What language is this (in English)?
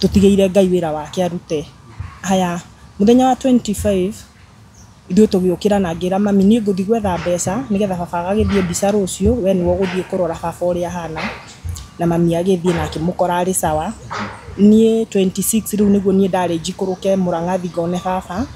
Kikuyu